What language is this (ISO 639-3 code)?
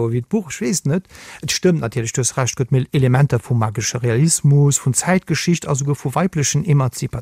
ltz